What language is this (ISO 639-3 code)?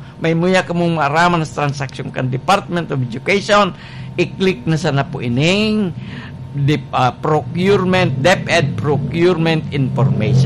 bik